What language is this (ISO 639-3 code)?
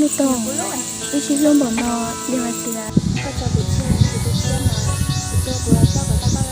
hmn